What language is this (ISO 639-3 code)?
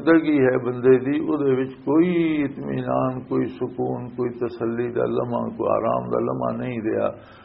lah